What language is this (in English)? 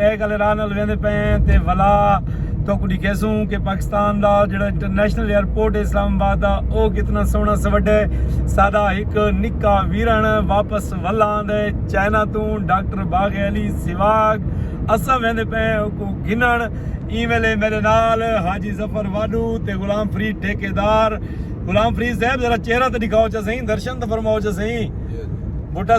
Saraiki